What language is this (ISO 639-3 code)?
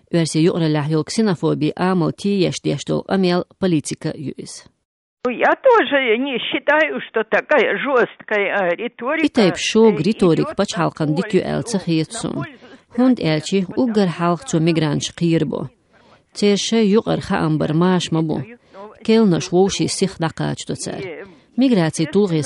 che